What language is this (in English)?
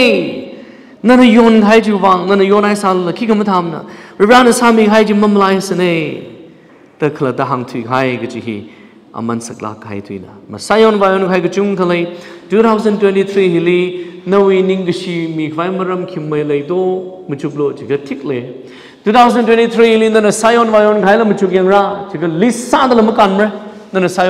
Tangkhul Naga (India)